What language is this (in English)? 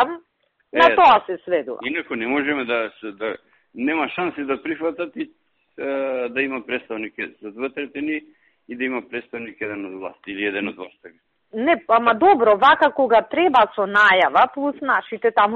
Macedonian